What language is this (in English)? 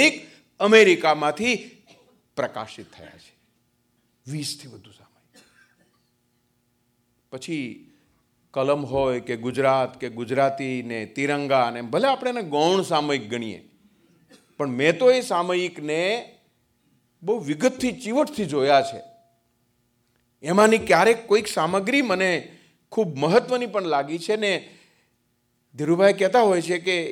Gujarati